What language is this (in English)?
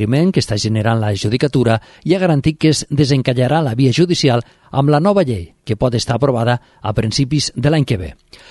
Catalan